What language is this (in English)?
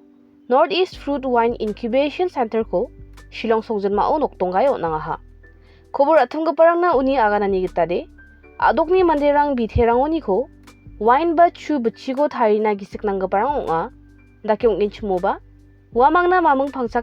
Garo